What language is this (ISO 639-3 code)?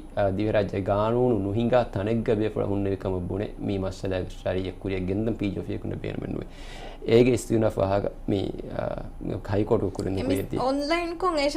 div